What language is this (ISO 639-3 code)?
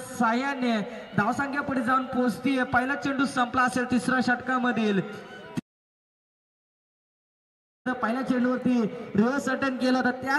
mar